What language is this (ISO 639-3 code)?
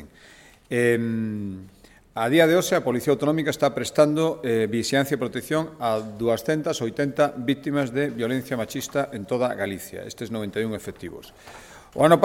glg